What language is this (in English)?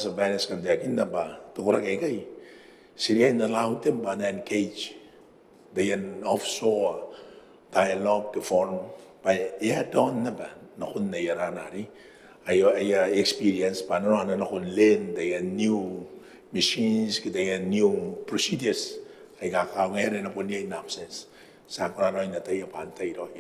Gilbertese